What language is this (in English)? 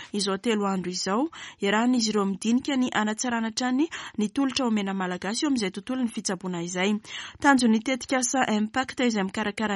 Malagasy